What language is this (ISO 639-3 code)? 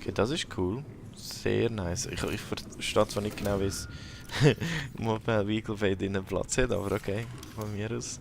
gsw